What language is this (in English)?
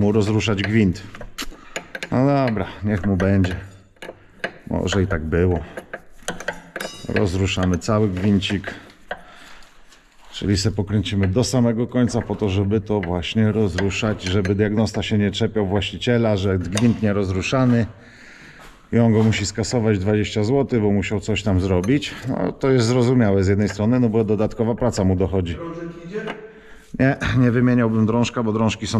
Polish